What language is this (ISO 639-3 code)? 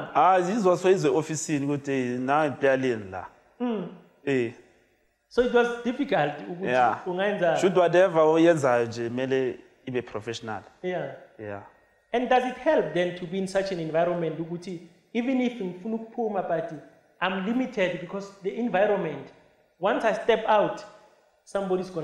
sna